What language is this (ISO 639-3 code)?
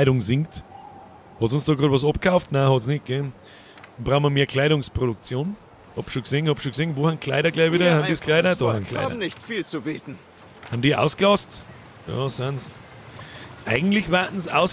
bar